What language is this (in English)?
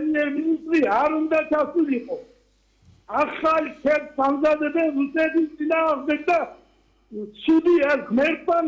Georgian